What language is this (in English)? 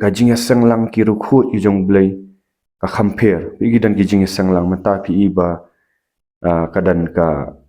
Khasi